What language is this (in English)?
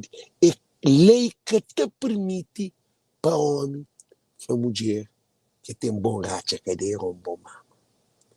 Kabuverdianu